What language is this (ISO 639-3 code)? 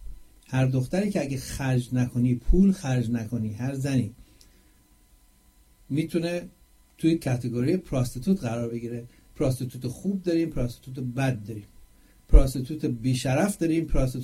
fas